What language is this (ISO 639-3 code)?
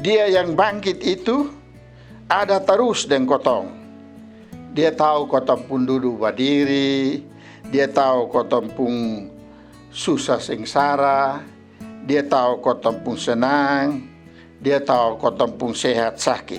mkn